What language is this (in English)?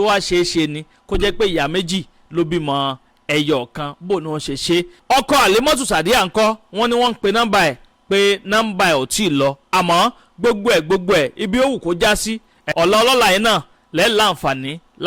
Yoruba